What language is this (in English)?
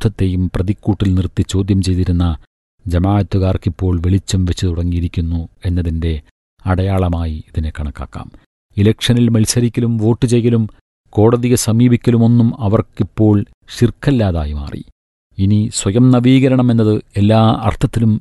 Malayalam